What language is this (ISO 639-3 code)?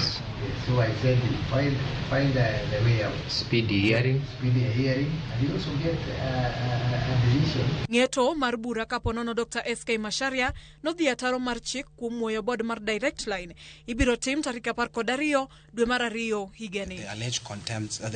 luo